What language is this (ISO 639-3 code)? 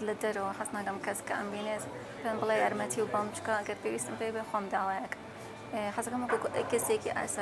ckb